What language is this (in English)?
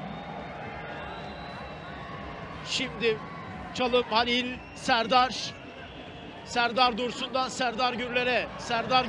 Turkish